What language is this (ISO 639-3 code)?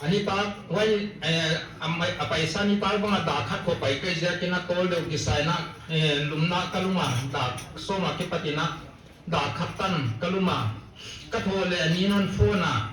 pck